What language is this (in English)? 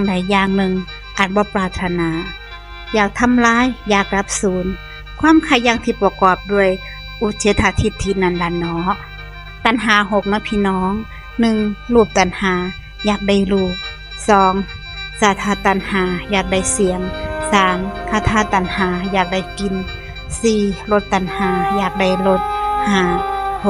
Northeastern Thai